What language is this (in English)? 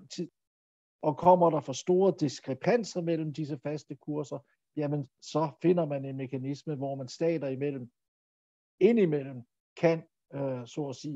Danish